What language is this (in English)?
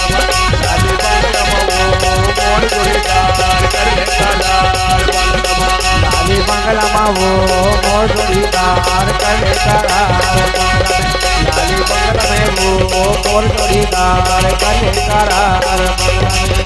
Chhattisgarhi